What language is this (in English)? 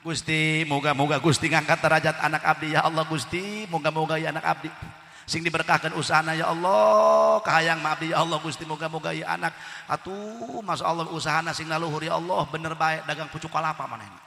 Sundanese